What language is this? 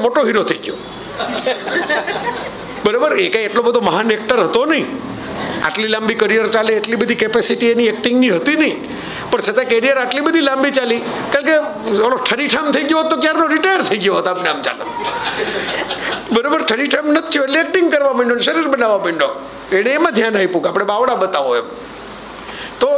Gujarati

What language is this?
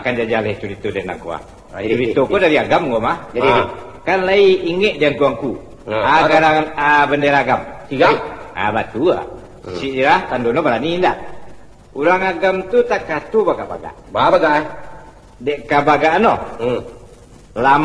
Minangkabau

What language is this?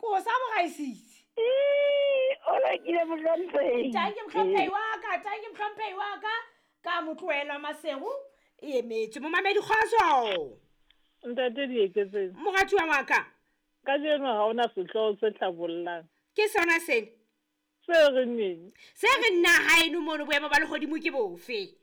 Southern Sotho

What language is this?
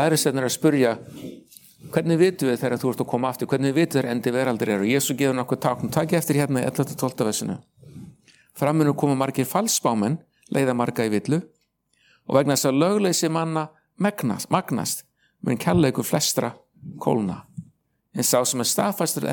Icelandic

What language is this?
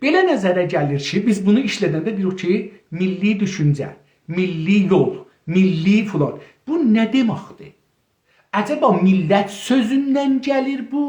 South Azerbaijani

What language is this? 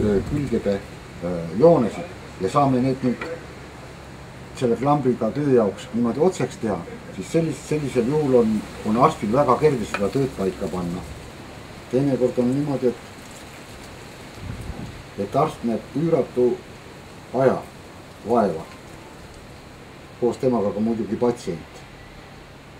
Estonian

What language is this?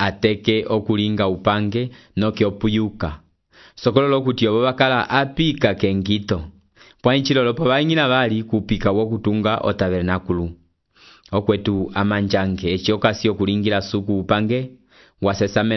Umbundu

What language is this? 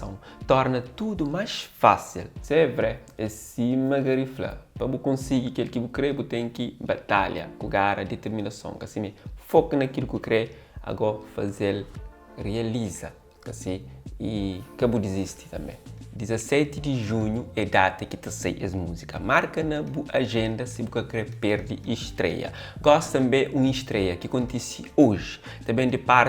Kabuverdianu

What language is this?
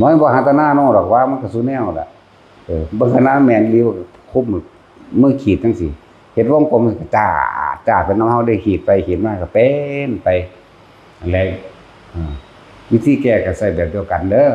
Northeastern Thai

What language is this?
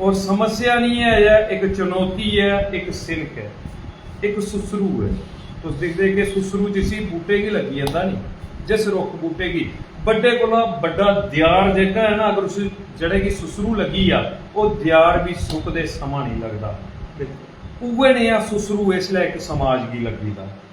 Dogri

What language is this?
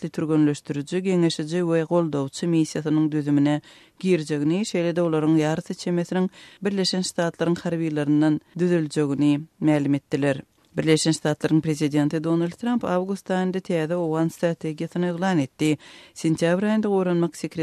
Turkmen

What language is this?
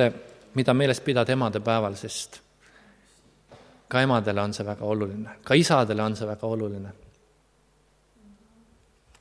Estonian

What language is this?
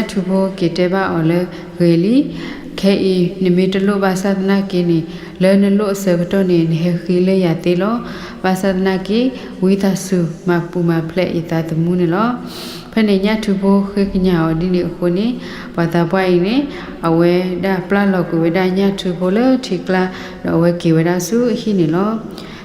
S'gaw Karen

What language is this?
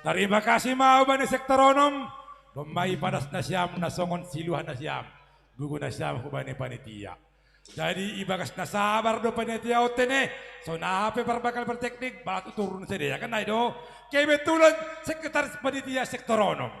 Batak Simalungun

